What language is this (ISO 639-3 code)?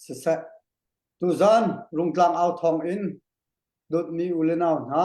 cnh